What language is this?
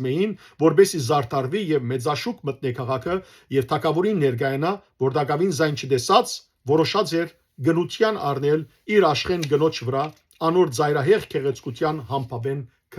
Western Armenian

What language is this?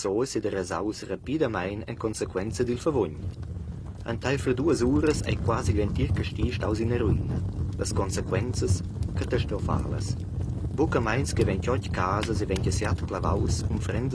Romansh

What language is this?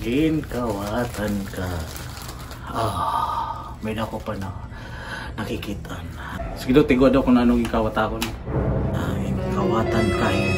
Waray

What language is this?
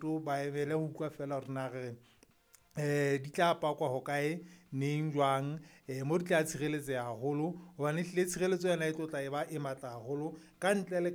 Southern Sotho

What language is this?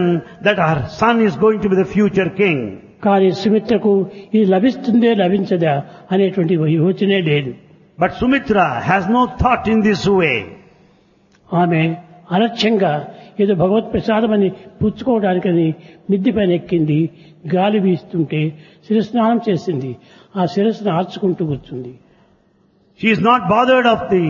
Telugu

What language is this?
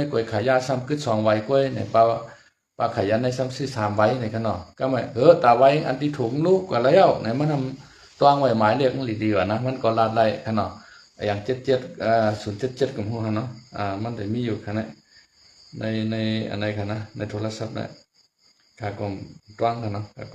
Shan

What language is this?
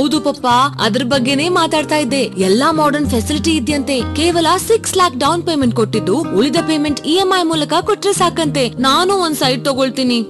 Kannada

